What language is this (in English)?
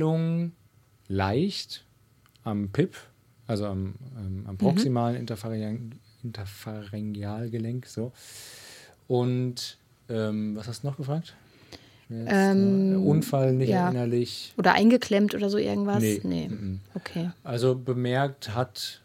German